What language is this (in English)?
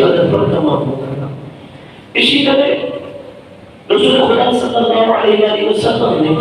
Urdu